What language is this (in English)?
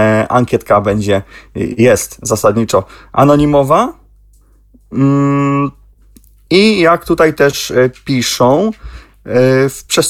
Polish